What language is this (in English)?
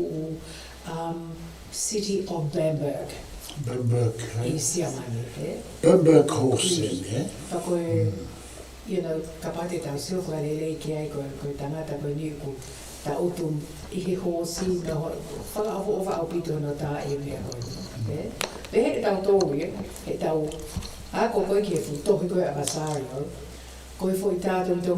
Tongan